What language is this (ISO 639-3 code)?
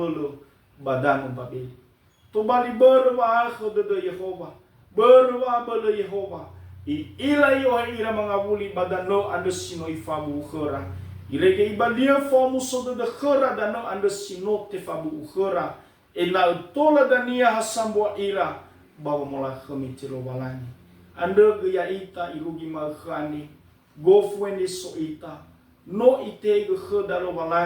nia